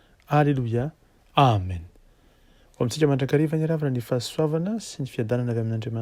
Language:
Malagasy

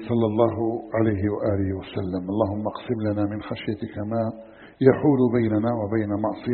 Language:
Arabic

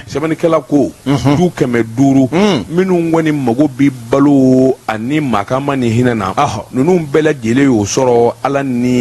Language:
Bambara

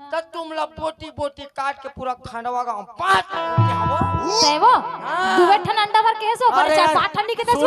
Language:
Chhattisgarhi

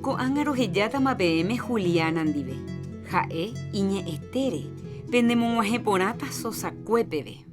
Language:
Guarani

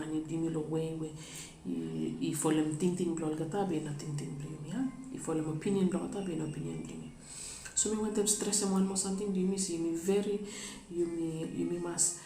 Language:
Bislama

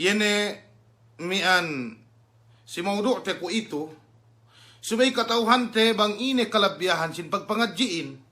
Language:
Yakan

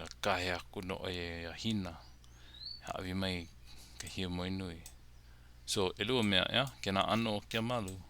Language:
Hawaiian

